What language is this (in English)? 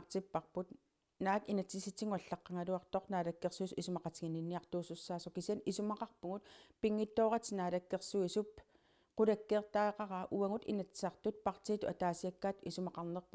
Kalaallisut